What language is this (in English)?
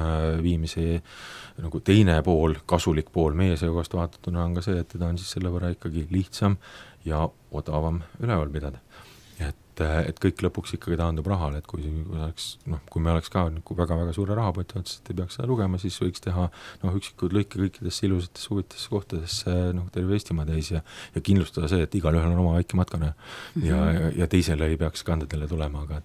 Estonian